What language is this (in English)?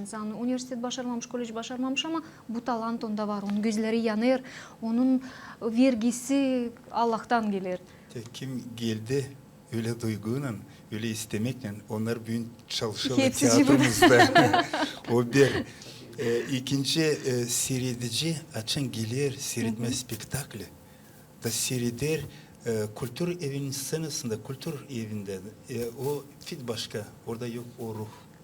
Gagauz